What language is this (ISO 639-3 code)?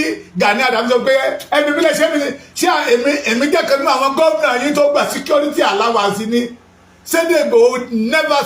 yor